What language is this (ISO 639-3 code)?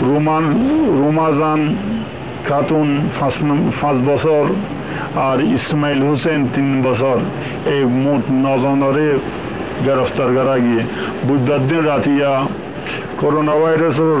rhg